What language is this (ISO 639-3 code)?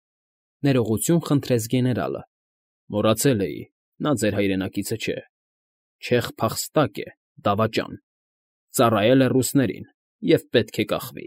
hye